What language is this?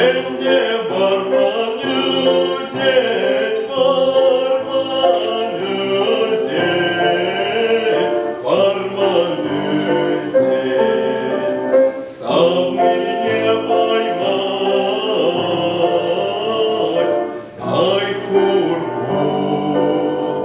Chuvash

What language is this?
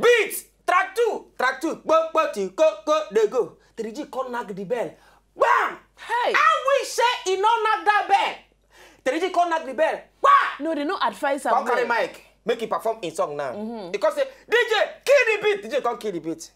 Nigerian Pidgin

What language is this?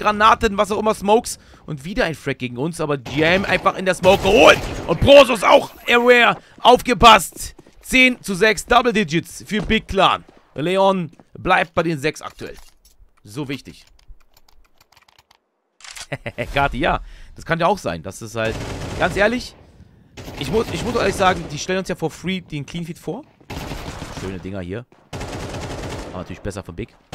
German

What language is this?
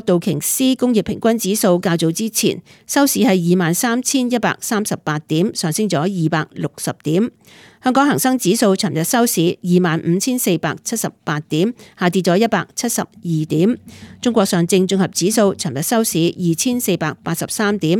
Cantonese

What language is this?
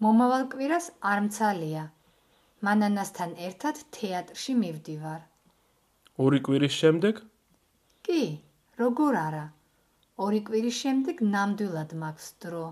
Georgian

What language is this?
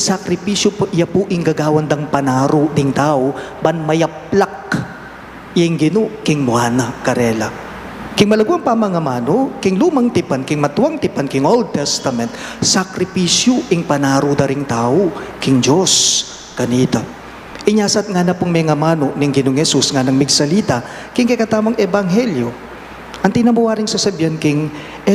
Pampanga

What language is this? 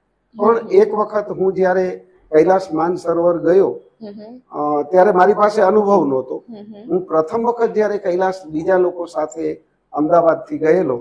Gujarati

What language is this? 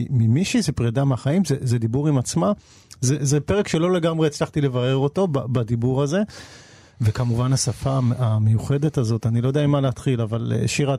Hebrew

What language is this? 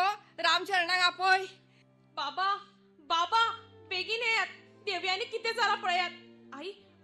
Konkani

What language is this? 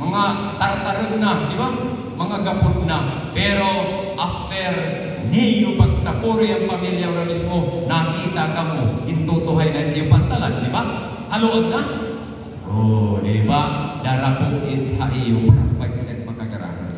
Waray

